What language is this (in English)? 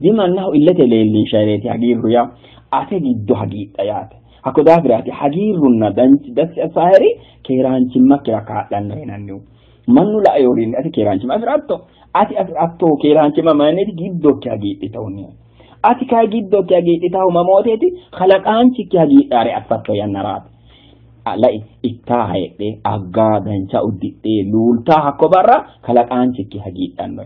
Sidamo